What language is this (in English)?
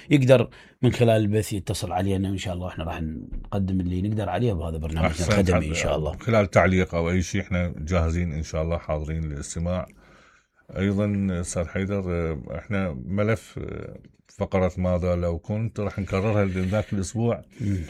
Mesopotamian Arabic